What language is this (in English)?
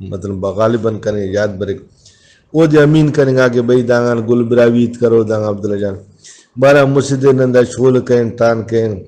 Brahui